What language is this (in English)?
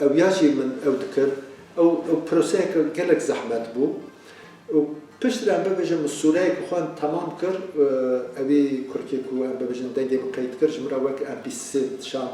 Kurdish